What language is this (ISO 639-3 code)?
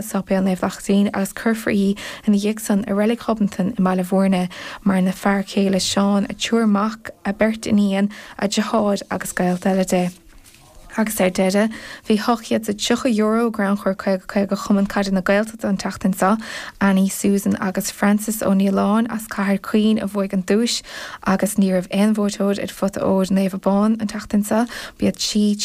gle